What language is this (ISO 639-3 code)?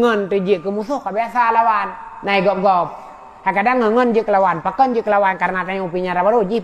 ace